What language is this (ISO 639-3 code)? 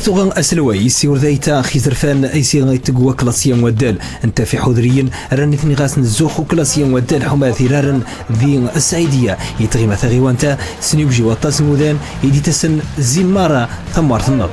ary